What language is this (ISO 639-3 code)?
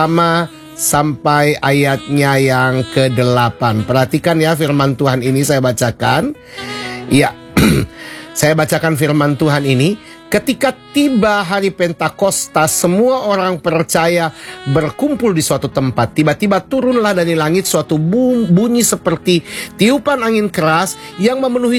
ind